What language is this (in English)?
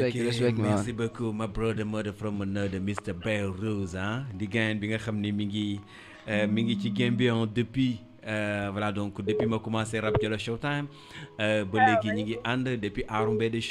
Wolof